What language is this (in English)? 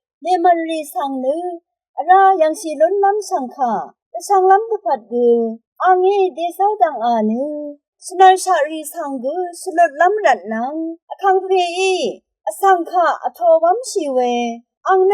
Rawang